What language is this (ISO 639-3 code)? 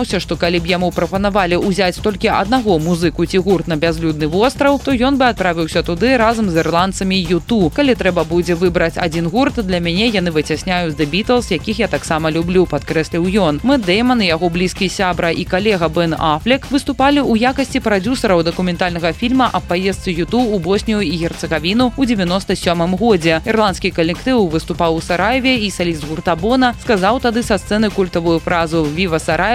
bel